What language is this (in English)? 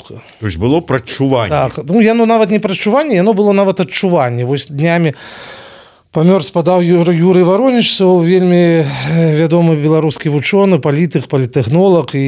Belarusian